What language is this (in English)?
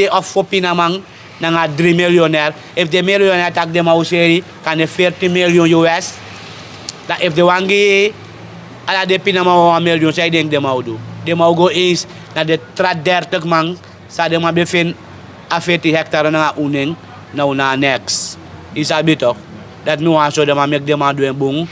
Sranan Tongo